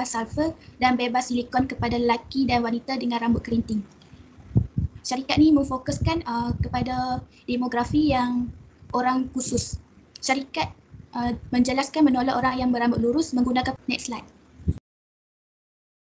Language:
Malay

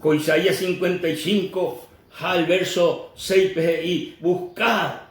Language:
Guarani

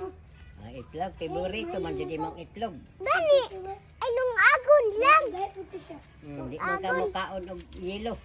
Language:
Cebuano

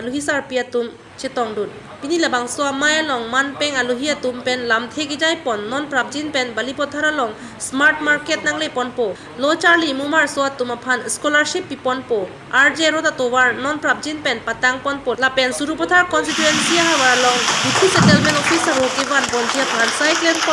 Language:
Karbi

